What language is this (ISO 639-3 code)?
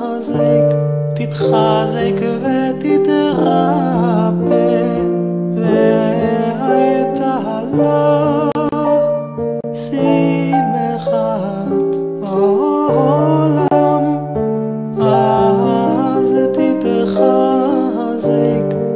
heb